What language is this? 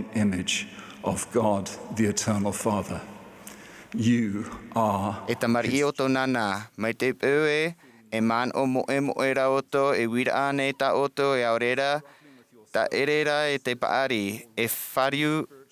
Tahitian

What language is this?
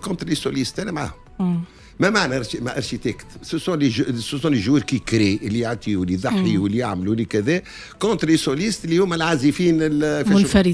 Tunisian Arabic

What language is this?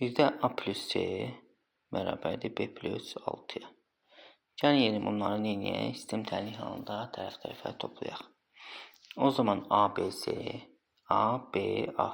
Azerbaijani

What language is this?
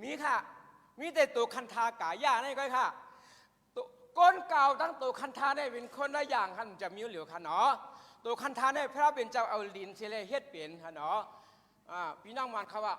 Shan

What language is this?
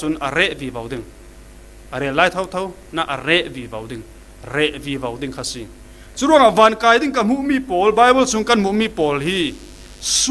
Falam Chin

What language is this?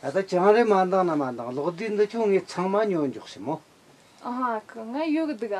Tibetan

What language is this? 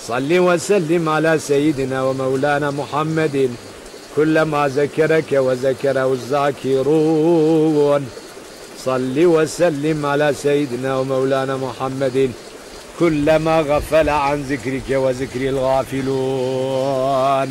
Zaza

